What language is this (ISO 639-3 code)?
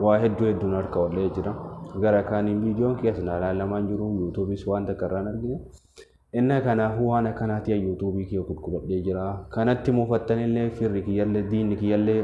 orm